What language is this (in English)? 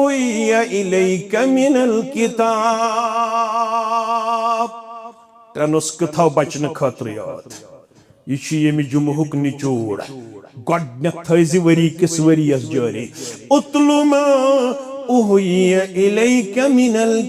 Kashmiri